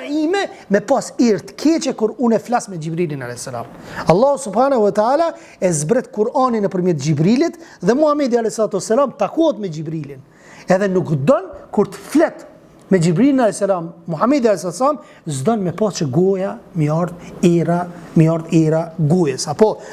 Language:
Albanian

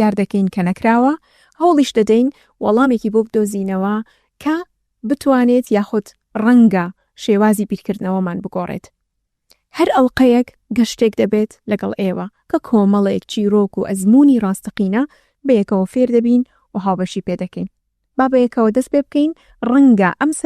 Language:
Central Kurdish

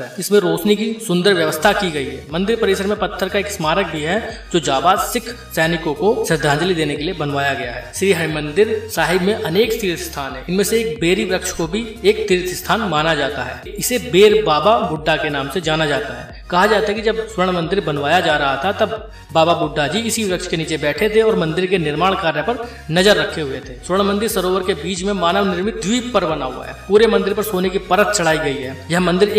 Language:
Hindi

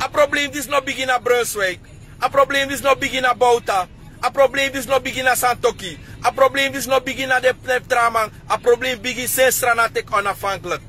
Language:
Sranan Tongo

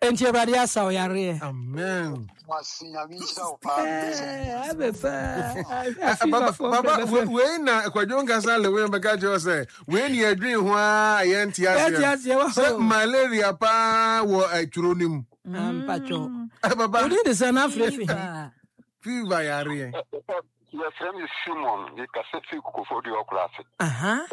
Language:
Akan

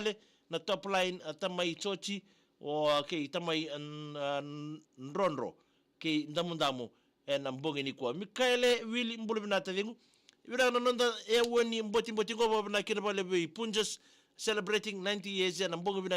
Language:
Fijian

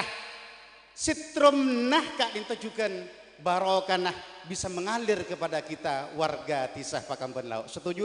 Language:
Madurese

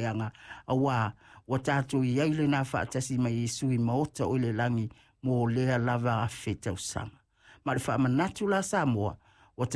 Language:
Samoan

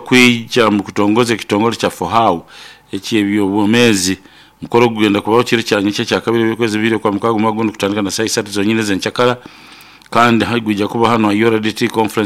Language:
Nyoro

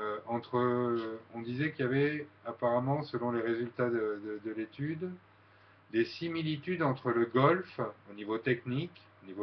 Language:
French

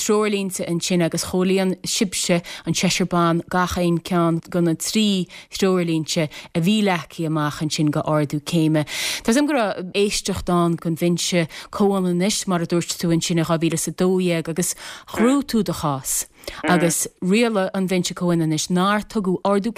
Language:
Irish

